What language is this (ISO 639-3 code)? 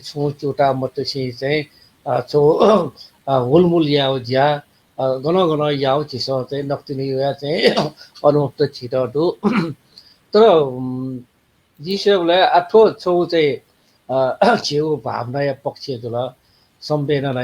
new